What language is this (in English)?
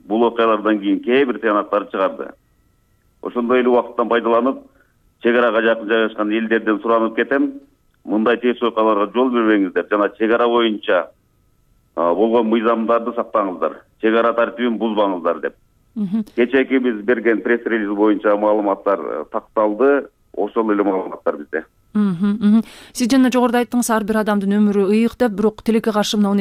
Kyrgyz